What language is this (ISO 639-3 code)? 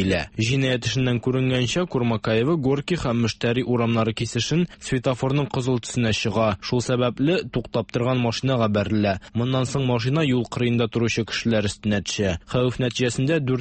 tat